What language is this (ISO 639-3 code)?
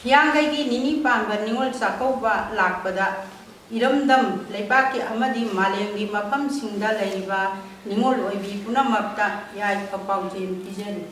mni